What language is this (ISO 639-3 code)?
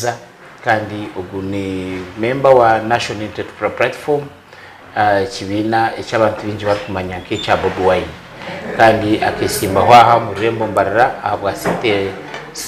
nyn